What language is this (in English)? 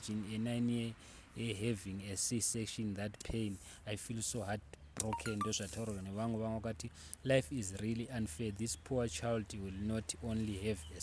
Shona